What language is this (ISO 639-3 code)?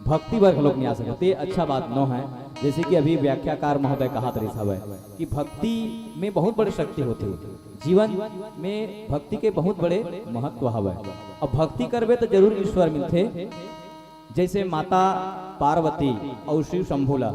hne